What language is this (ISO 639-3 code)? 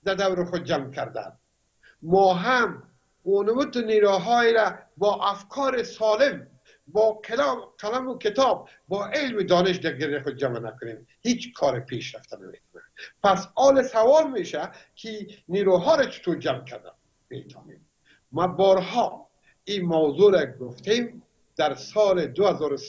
fas